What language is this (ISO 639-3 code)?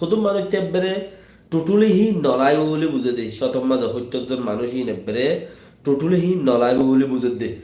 rhg